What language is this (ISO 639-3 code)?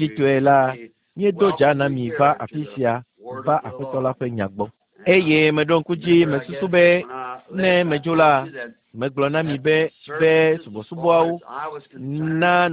ewe